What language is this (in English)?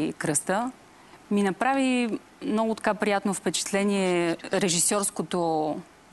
Bulgarian